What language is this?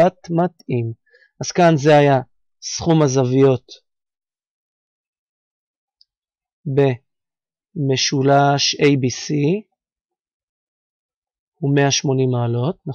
Hebrew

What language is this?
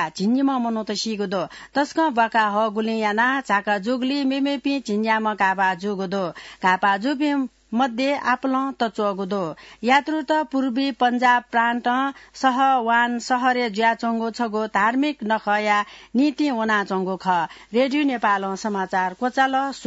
Newari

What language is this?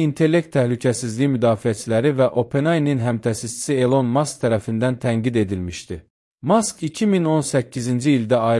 Azerbaijani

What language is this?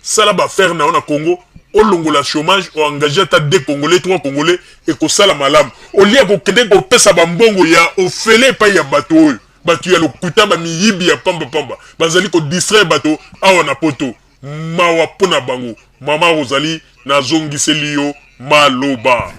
Lingala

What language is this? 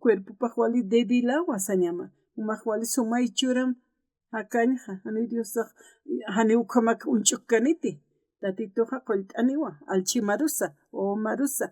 Aymara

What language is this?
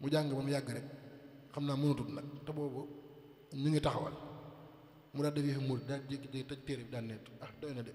Wolof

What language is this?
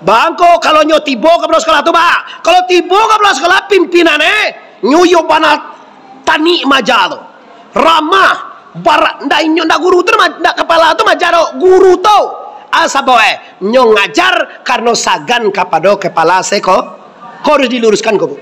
Minangkabau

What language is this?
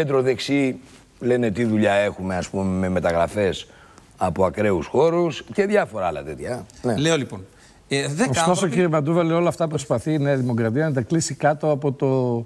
Greek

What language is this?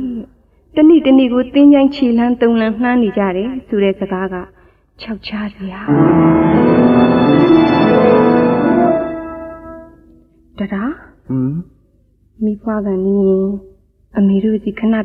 Burmese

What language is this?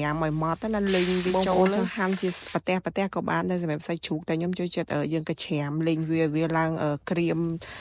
Khmer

